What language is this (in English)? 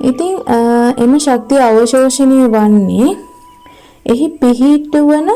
Sinhala